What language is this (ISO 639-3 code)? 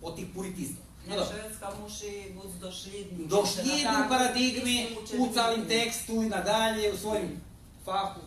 rue